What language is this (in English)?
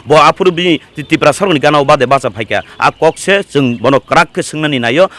Kok Borok